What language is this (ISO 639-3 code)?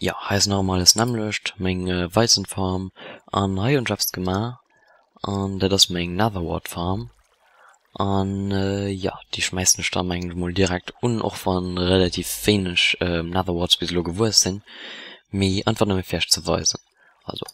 ltz